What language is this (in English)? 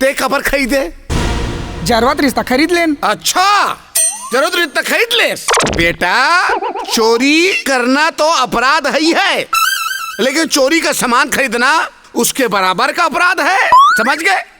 Chhattisgarhi